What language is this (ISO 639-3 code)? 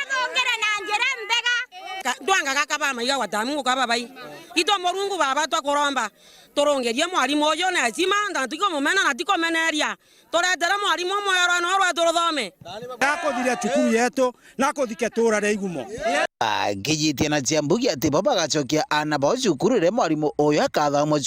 mer